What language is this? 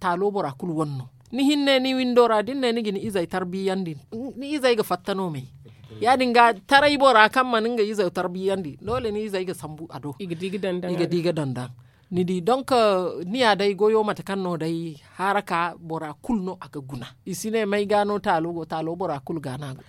Zarma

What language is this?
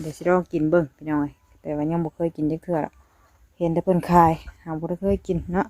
Northeastern Thai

